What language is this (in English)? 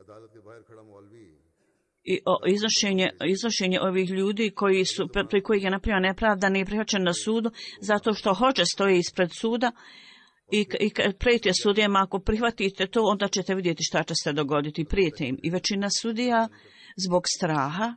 Bosnian